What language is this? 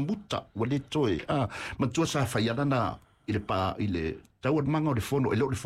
Samoan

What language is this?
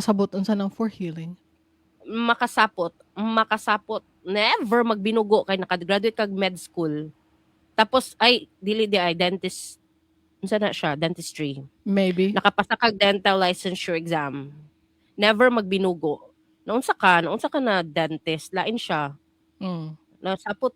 Cebuano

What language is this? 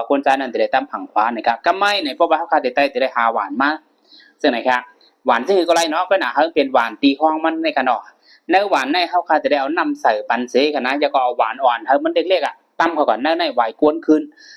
Shan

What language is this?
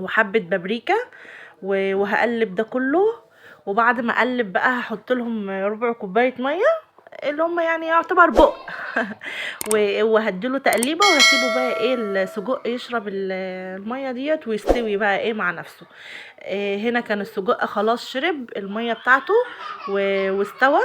Egyptian Arabic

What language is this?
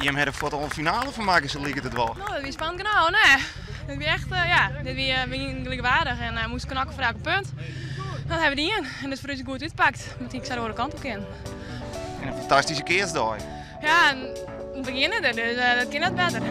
Western Frisian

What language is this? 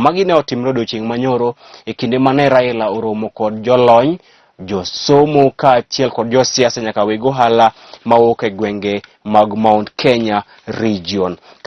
Luo (Kenya and Tanzania)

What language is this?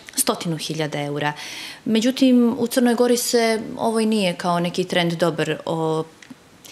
Serbian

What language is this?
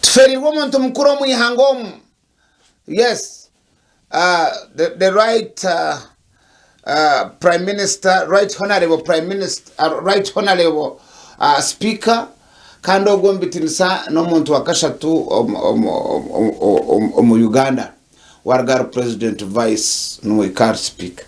Nyankole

